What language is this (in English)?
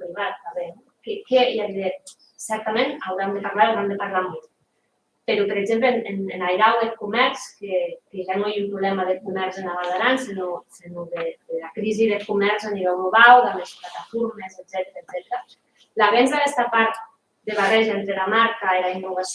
Occitan